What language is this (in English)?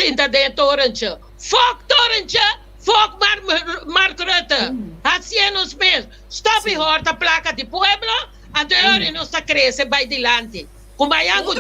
Papiamento